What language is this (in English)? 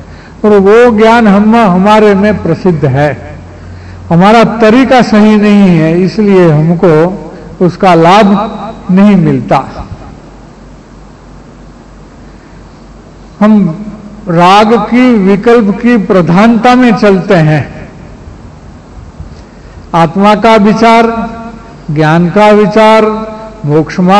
Hindi